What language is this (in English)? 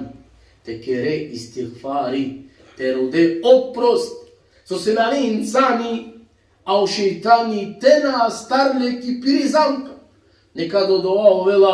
Balkan Romani